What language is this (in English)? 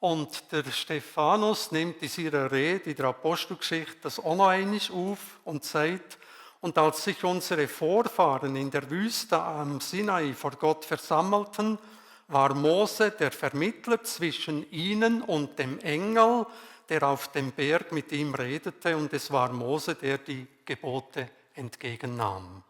Swiss German